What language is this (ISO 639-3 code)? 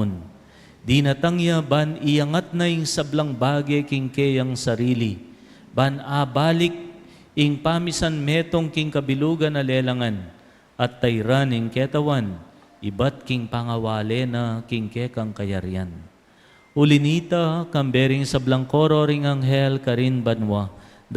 pam